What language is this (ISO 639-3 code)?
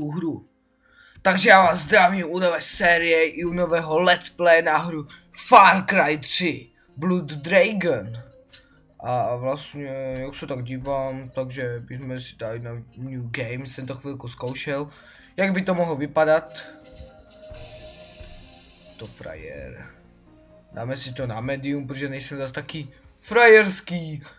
ces